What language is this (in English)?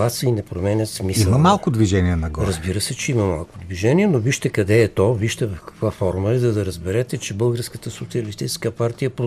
Bulgarian